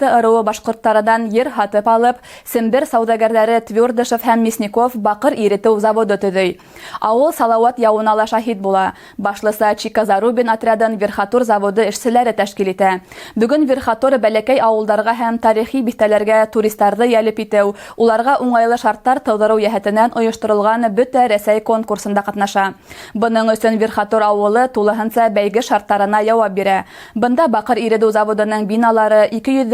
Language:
Bashkir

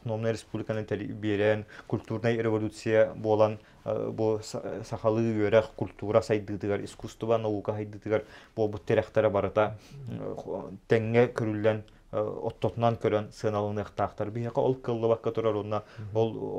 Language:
Yakut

